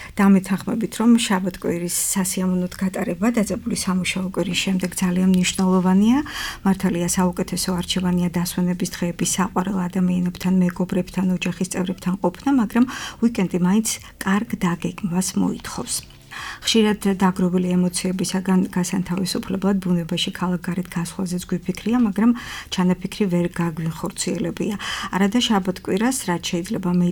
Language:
Georgian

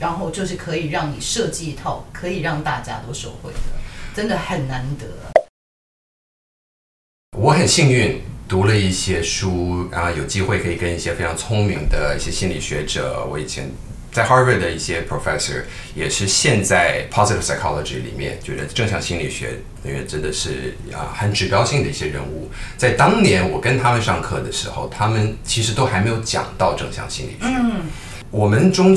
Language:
Chinese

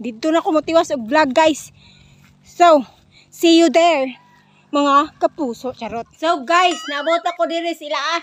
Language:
Cebuano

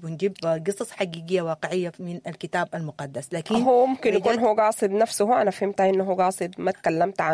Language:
Sudanese Arabic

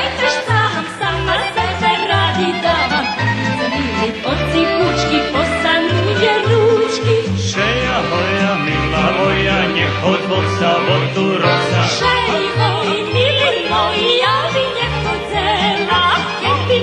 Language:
Rusyn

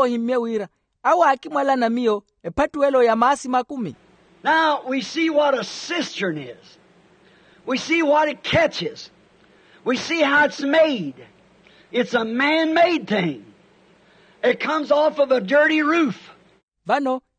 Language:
Makhuwa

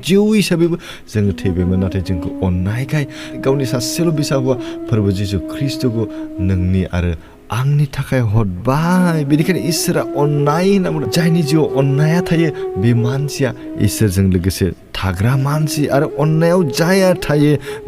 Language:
Bodo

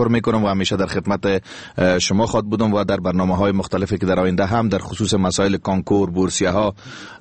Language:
Persian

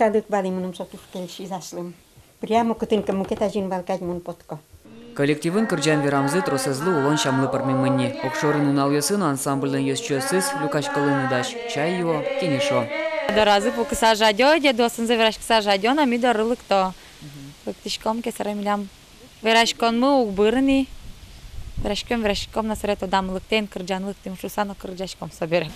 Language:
Udmurt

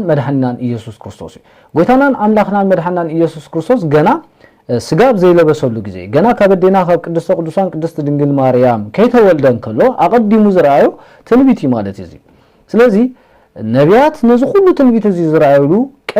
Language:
Tigrinya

